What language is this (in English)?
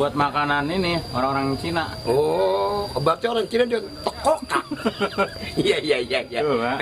Betawi